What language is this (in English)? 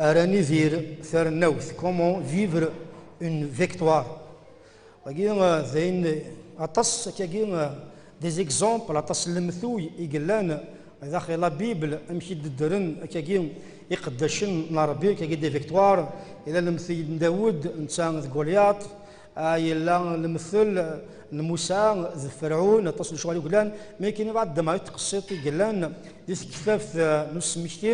Kabyle